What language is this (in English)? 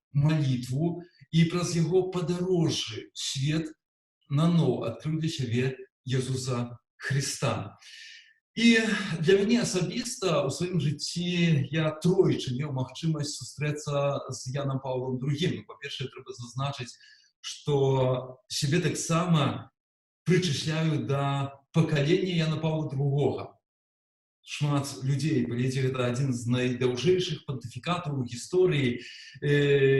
Belarusian